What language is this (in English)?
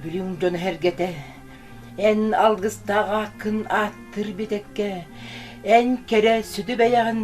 Yakut